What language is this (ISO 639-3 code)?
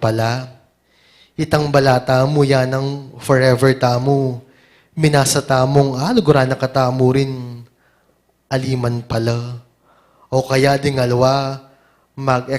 pam